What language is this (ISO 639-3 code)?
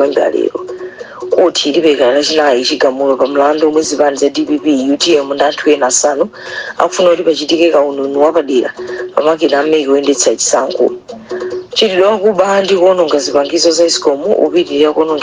nya